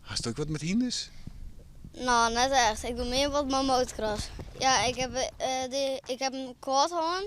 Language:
Western Frisian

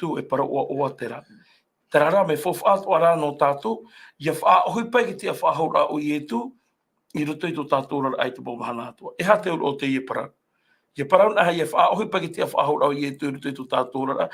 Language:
Tahitian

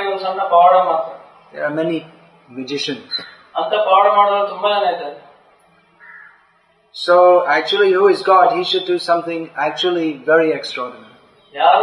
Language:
Kannada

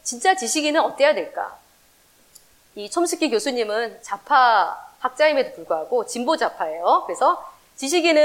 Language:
Korean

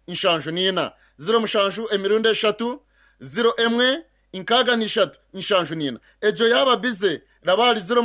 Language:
Kinyarwanda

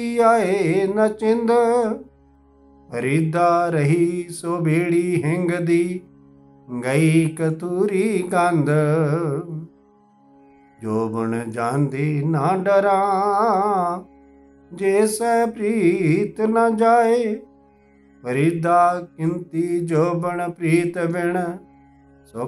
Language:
Punjabi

